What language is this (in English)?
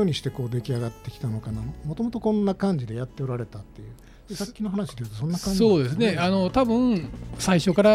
Japanese